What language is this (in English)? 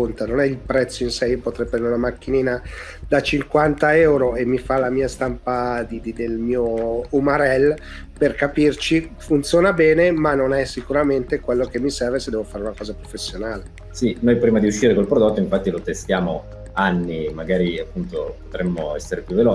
Italian